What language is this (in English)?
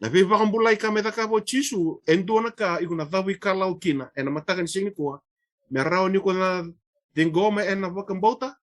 Fijian